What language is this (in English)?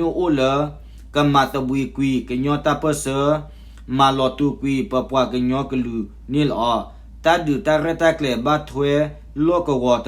S'gaw Karen